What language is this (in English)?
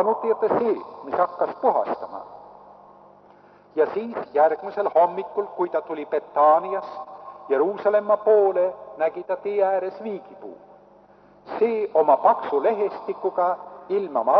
Estonian